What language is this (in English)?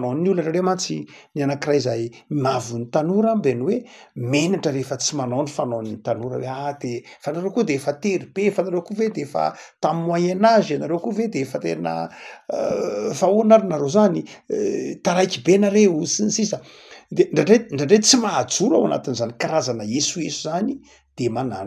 Malagasy